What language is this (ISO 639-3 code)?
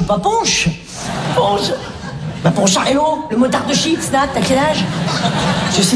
fra